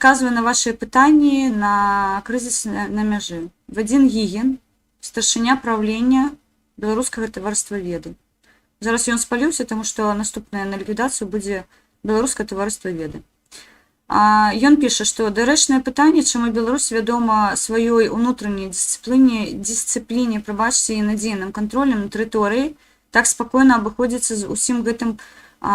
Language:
Belarusian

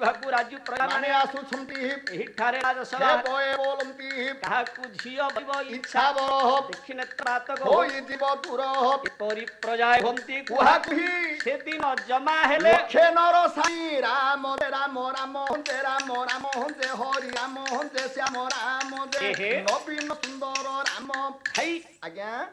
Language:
Odia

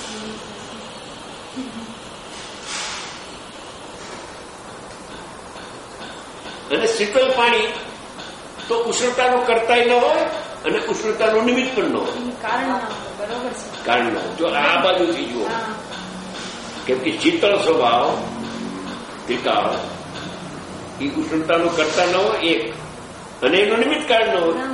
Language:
Gujarati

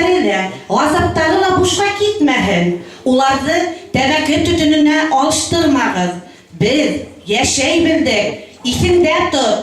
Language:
Bashkir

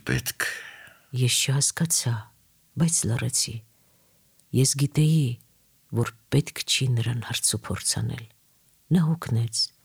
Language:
Armenian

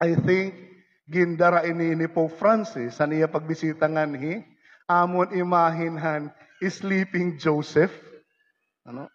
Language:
Waray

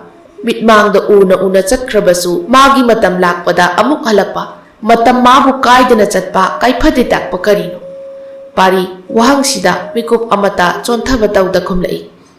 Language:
Manipuri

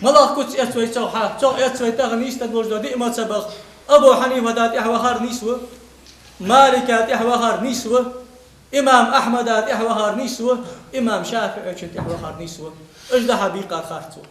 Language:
Ingush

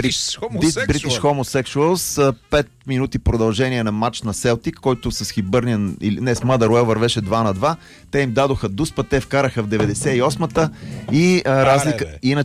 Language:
Bulgarian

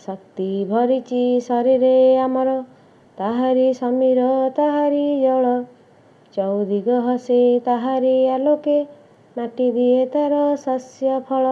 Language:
Odia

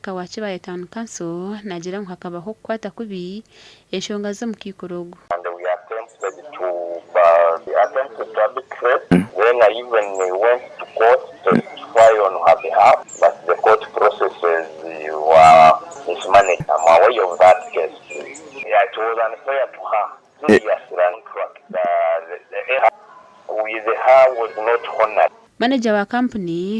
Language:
Nyankole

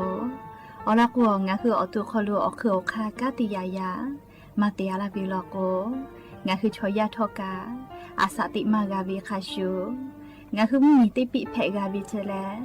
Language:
Lahu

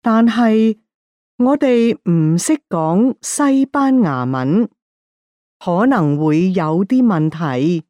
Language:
Cantonese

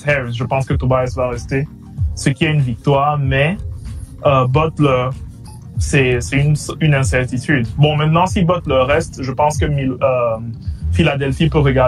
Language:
French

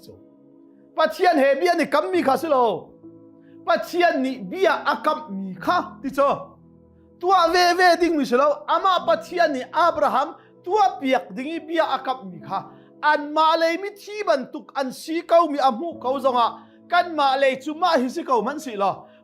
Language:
Hakha Chin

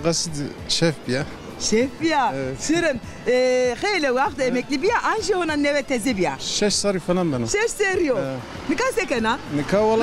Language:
Zaza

